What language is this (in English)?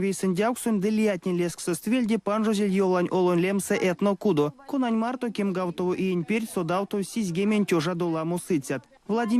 Erzya